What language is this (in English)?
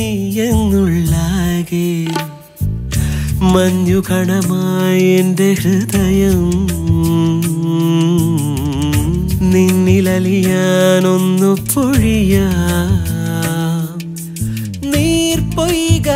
Malayalam